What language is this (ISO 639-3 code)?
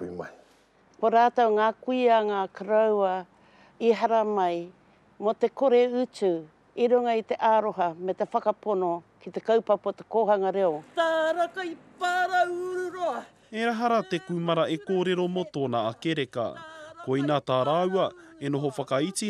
mri